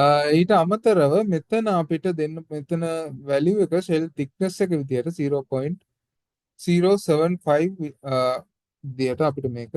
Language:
Sinhala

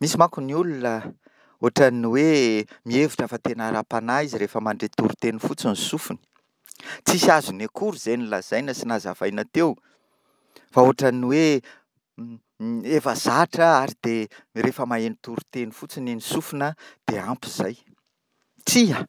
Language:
Malagasy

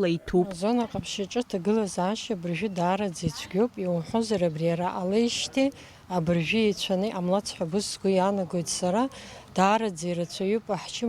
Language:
Abkhazian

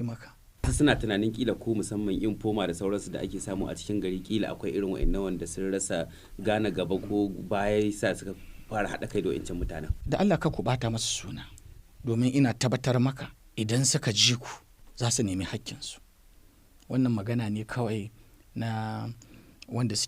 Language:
Hausa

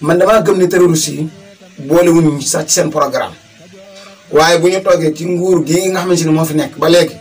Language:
Wolof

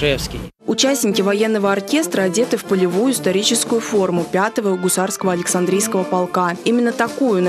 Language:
Russian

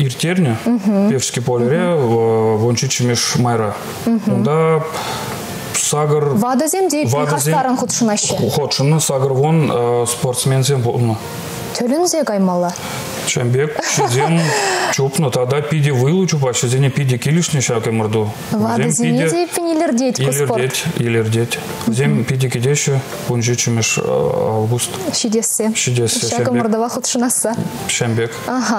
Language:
Chuvash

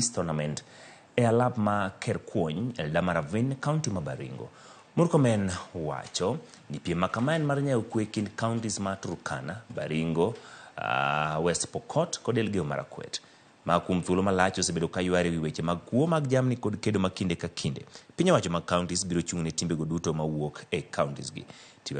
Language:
Luo (Kenya and Tanzania)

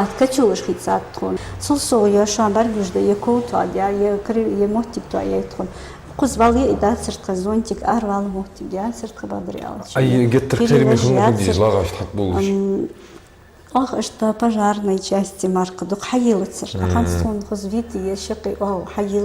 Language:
Ingush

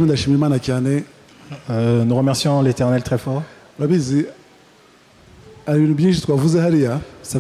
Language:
Kinyarwanda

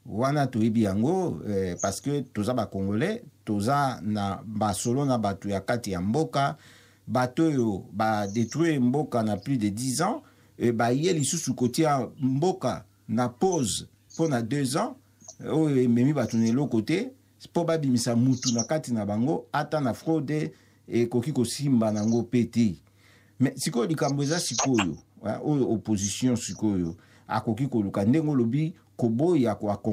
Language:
Lingala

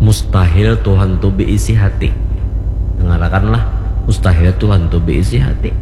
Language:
Banjar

